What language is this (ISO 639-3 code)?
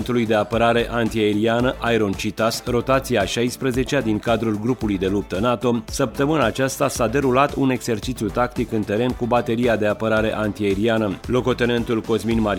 ron